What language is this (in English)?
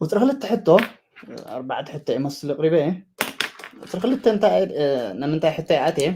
Tigrinya